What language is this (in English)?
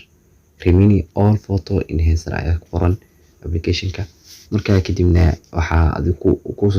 Somali